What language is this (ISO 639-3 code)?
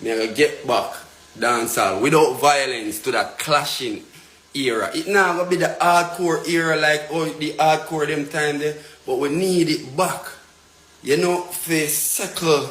jam